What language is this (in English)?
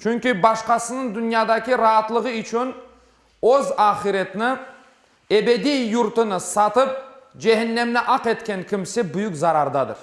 Crimean Tatar